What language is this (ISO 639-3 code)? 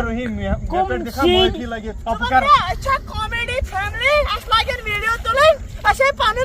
kas